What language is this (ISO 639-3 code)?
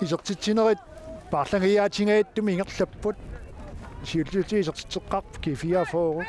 kal